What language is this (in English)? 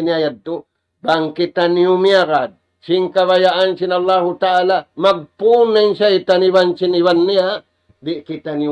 Tausug